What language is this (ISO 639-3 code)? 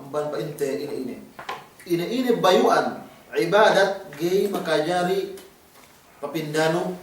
yka